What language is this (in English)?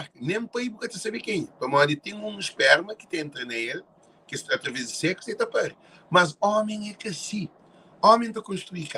Kabuverdianu